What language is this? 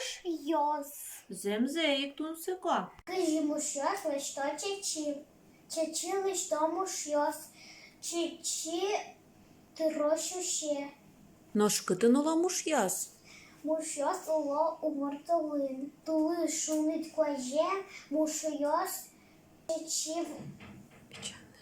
Udmurt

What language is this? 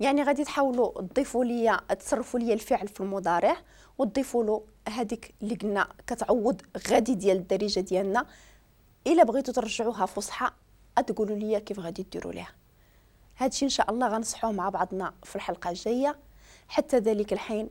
Moroccan Arabic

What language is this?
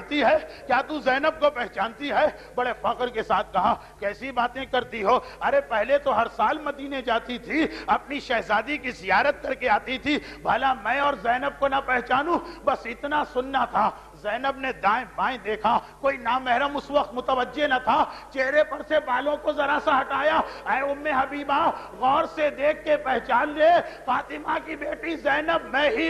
Urdu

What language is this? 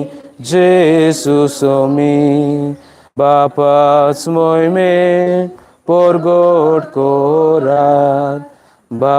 Konkani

